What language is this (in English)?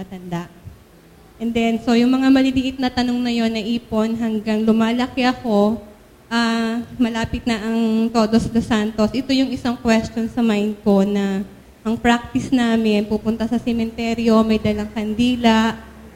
Filipino